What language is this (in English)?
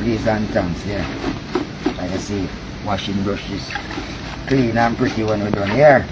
Jamaican Creole English